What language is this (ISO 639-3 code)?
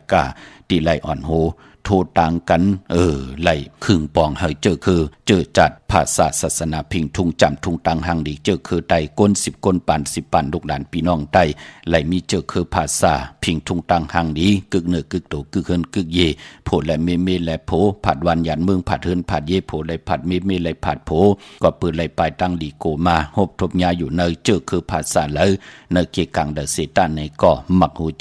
shn